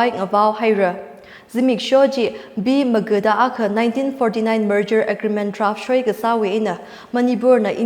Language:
Tangkhul Naga (India)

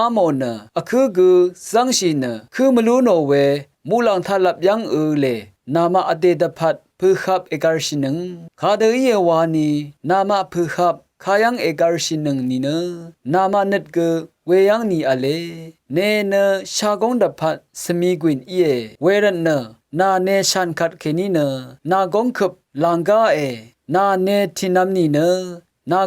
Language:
Rawang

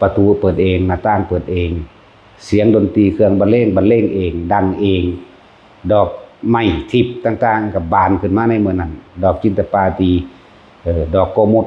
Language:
Lao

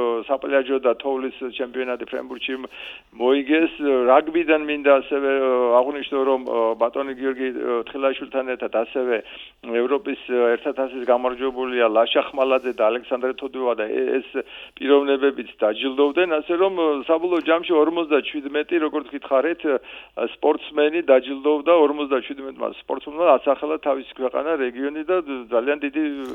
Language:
Georgian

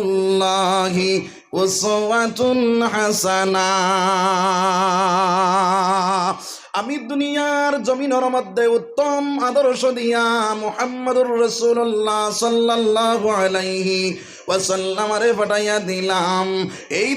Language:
Sylheti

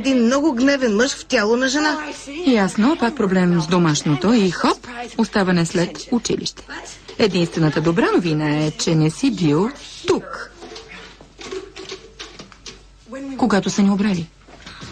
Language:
Bulgarian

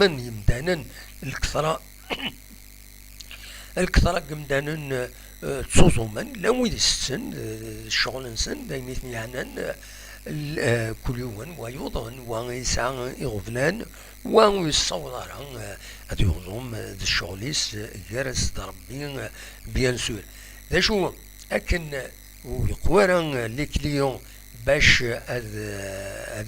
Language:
Kabyle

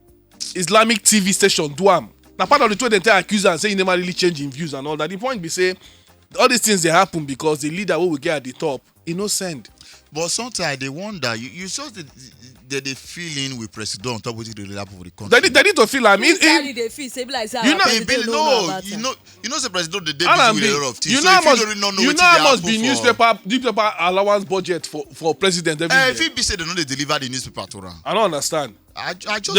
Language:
Nigerian Pidgin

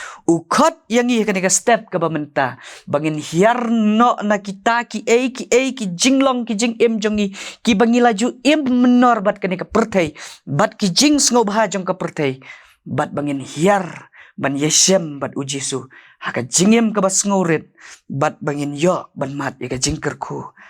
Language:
Khasi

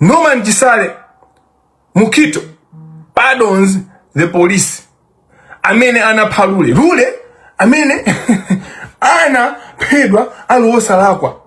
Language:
Nyanja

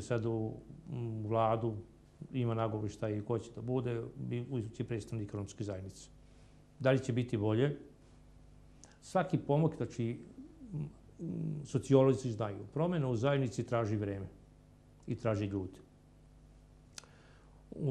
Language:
Serbian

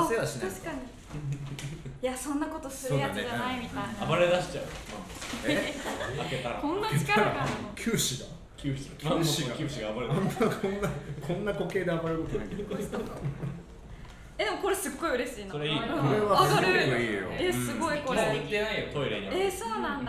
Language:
Japanese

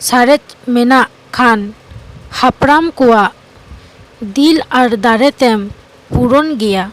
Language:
Santali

